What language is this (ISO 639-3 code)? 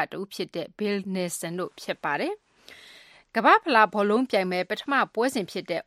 mya